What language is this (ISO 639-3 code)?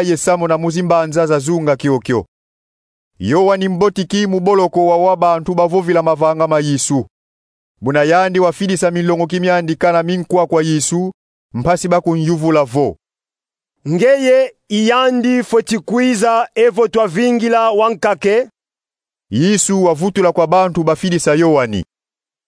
kon